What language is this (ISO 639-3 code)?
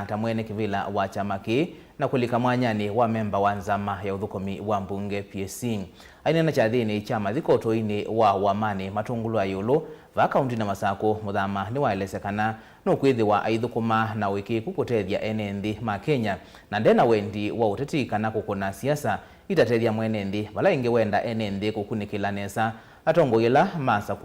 kam